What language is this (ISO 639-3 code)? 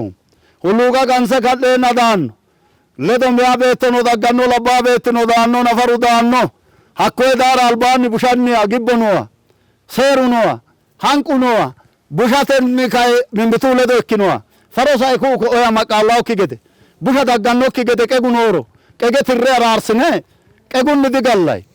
sid